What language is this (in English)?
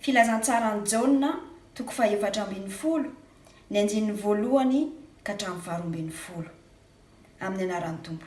Malagasy